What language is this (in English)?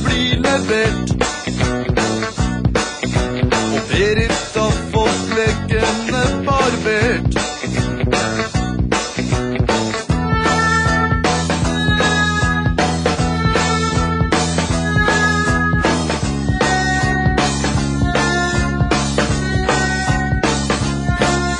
Norwegian